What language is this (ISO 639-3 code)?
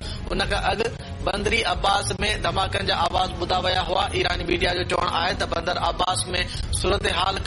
snd